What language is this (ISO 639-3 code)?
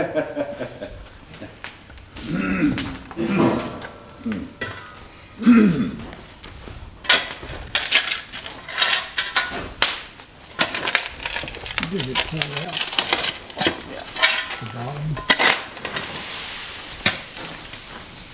eng